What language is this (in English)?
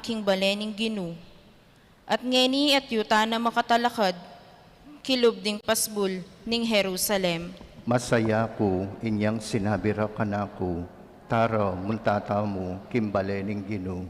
Pampanga